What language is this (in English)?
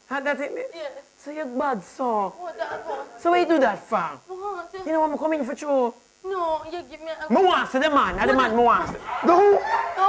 Jamaican Creole English